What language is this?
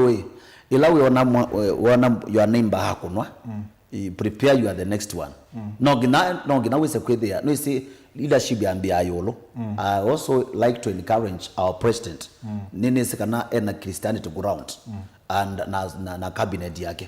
Kamba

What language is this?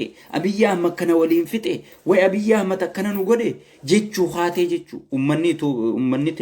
Oromo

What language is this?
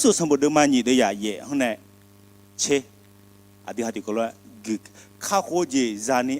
Akha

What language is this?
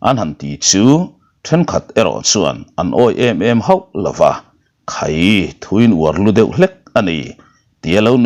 Mizo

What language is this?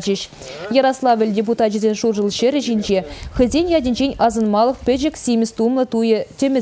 Chuvash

